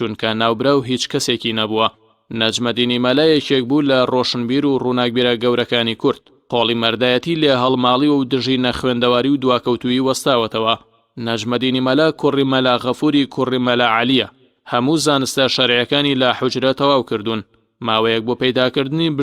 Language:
Central Kurdish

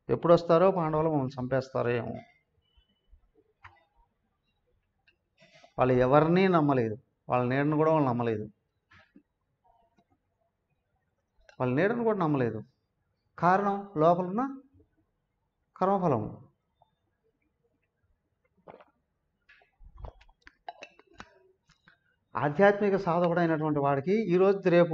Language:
Telugu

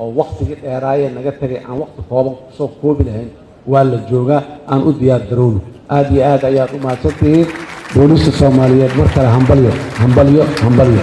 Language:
Somali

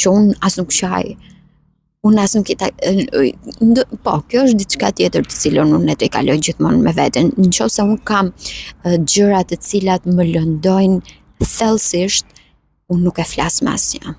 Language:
Albanian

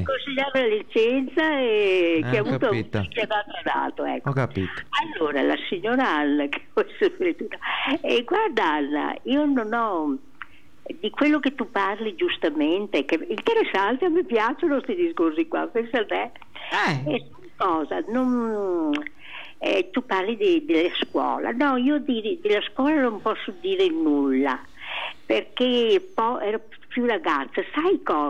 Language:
Italian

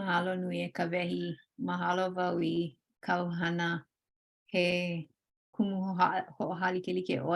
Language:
Hawaiian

